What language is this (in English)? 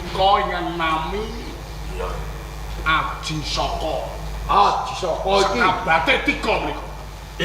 Javanese